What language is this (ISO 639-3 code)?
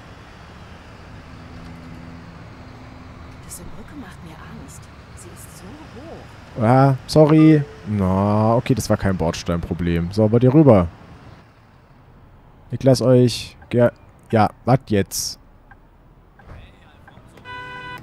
deu